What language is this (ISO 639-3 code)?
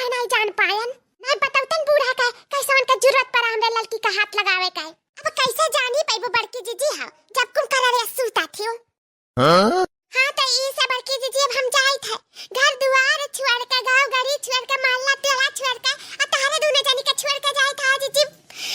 awa